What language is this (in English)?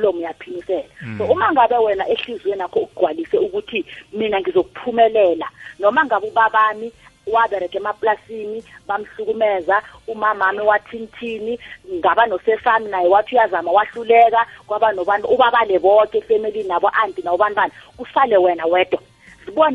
South Ndebele